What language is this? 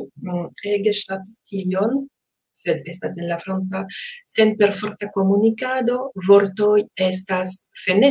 Esperanto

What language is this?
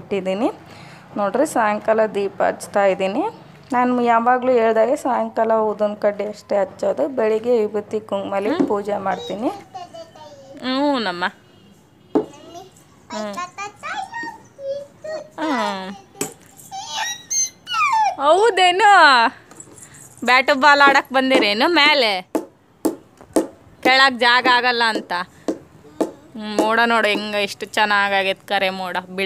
Kannada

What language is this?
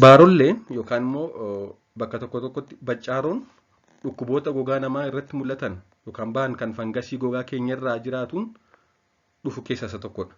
Oromo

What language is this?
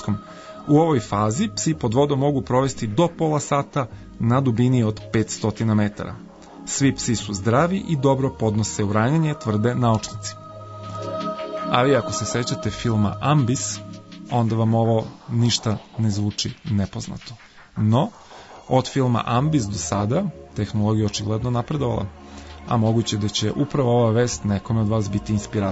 Serbian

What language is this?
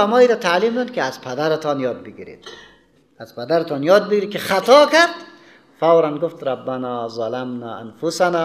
Persian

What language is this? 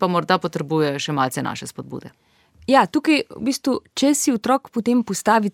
Slovenian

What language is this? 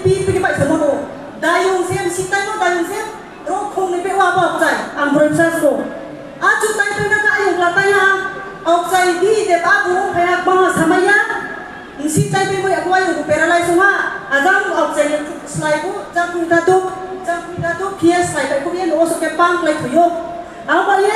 Riang (India)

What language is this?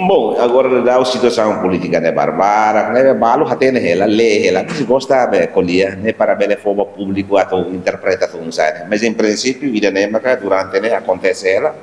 Tetum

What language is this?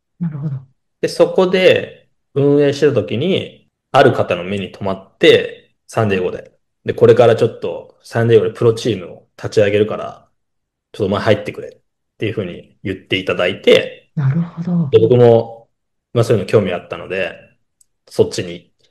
Japanese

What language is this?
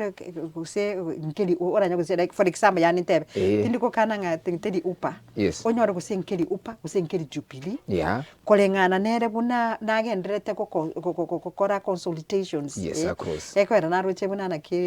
Gusii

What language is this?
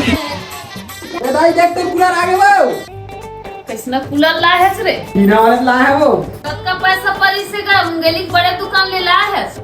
Chhattisgarhi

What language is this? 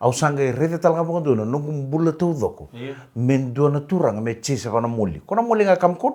Fijian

